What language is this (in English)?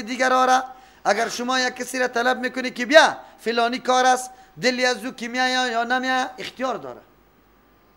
Persian